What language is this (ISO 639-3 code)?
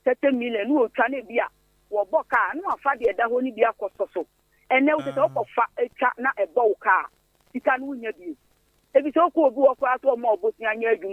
aka